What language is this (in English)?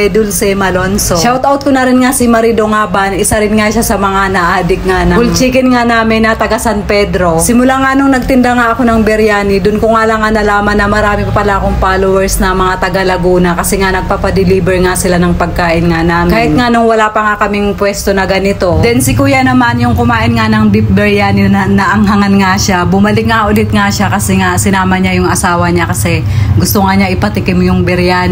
Filipino